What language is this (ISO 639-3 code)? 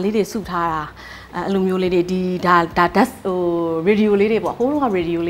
mya